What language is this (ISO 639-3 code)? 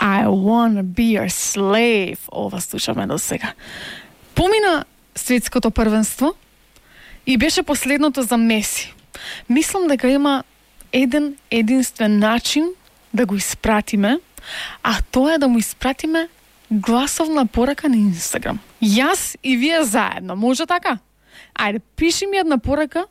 mkd